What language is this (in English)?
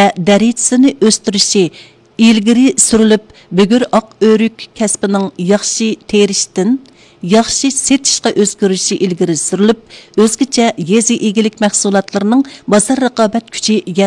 Uyghur